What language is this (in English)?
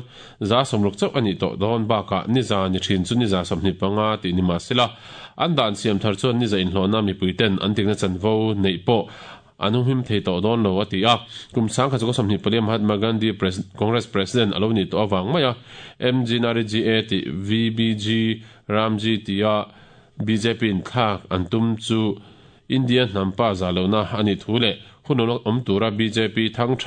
Mizo